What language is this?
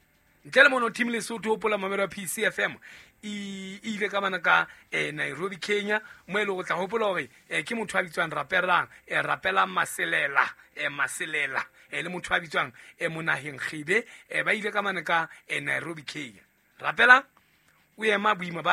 Southern Sotho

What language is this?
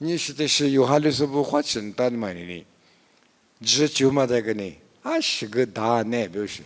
Lisu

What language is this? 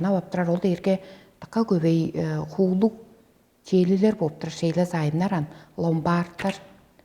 Tuvinian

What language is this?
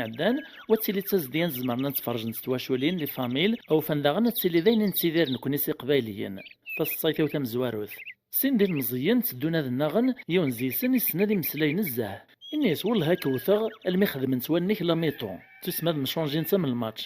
Kabyle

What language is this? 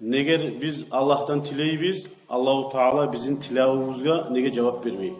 Kumyk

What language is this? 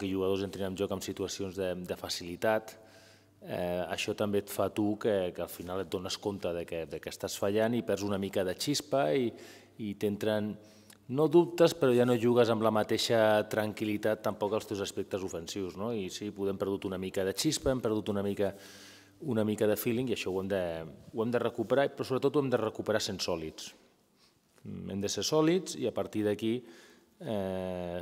Catalan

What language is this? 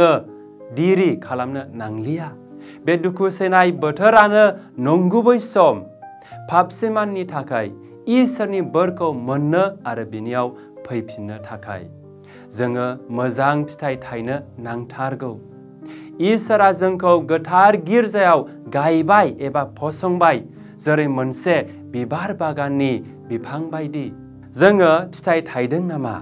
Bodo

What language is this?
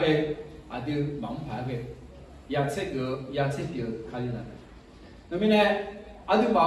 Akha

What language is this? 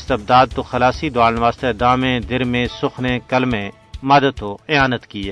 Gujari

